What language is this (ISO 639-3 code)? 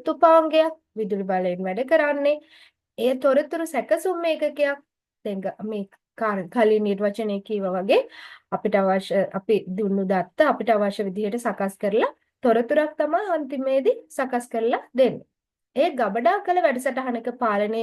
sin